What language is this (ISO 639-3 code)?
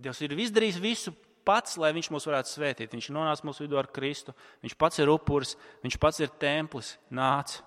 lav